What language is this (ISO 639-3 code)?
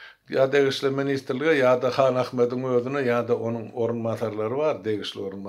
tuk